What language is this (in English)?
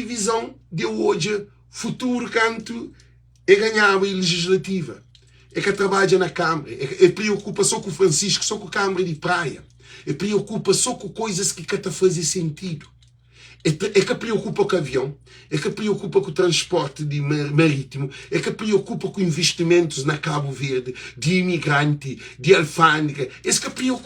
Kabuverdianu